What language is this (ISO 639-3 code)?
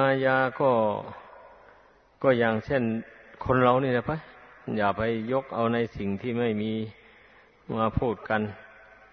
tha